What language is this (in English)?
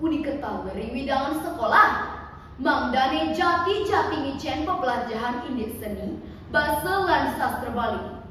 Balinese